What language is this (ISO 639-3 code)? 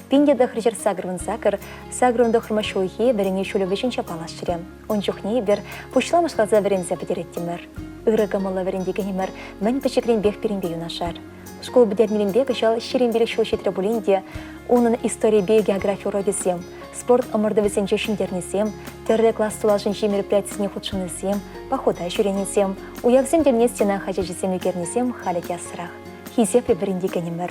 chv